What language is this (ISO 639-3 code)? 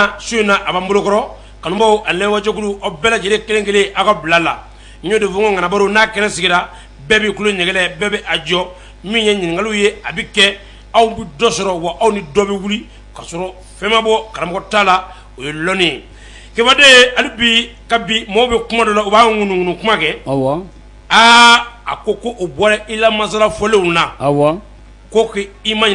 bam